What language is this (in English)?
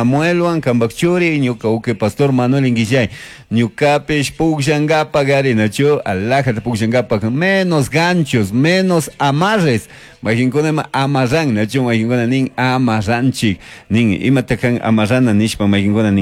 Chimborazo Highland Quichua